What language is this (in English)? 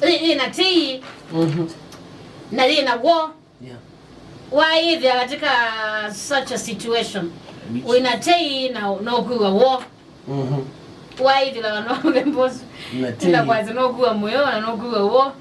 Kamba